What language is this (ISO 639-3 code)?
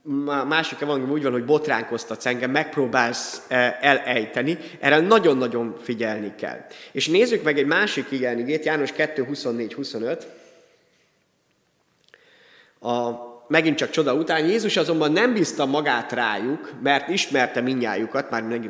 hun